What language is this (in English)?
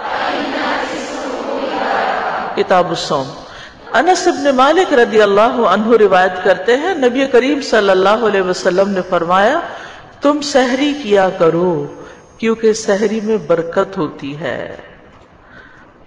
Urdu